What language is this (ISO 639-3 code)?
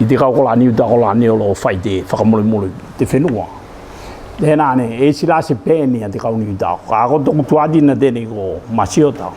tvl